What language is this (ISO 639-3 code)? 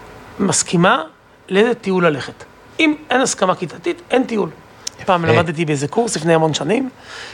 heb